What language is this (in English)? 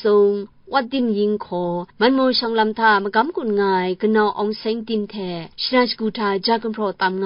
Kachin